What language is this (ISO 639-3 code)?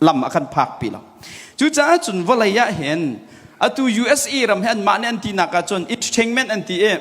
cnh